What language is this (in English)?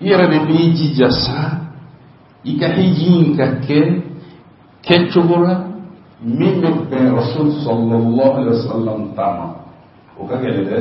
Bambara